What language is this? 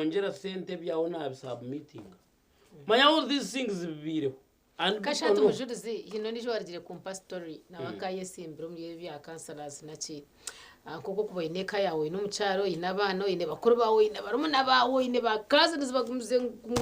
Nyankole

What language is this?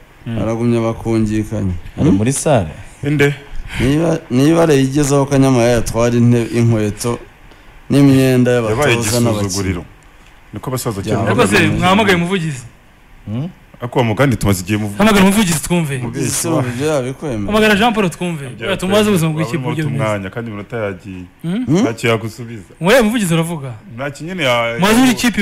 Kinyarwanda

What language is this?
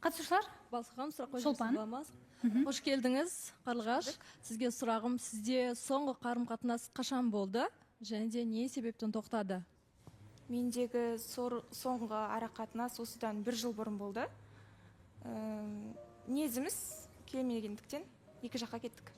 Kazakh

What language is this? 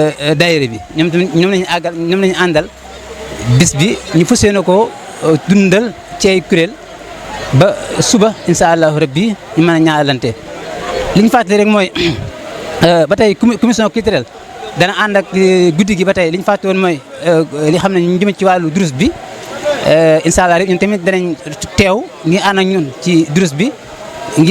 Wolof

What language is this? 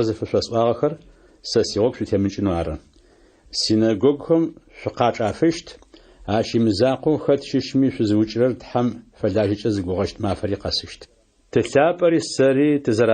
Adyghe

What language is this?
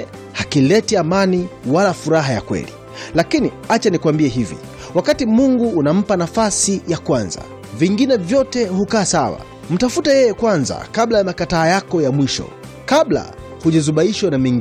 Swahili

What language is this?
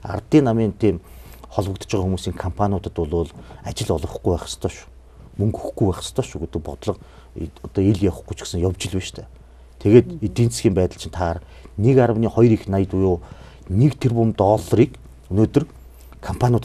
Mongolian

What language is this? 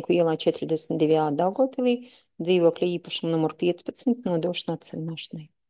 Latvian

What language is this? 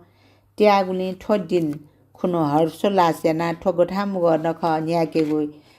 Newari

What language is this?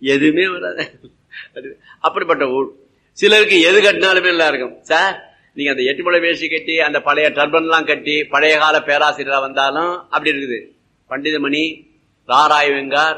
Tamil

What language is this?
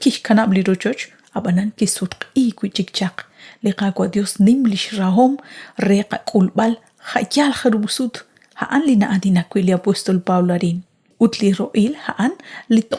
Kekchí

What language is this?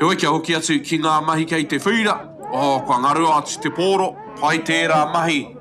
Māori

